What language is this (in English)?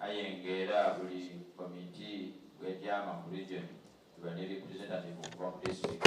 Soga